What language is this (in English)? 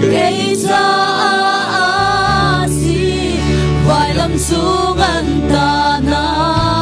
Hakha Chin